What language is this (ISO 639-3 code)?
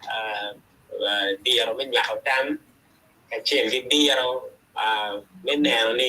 ach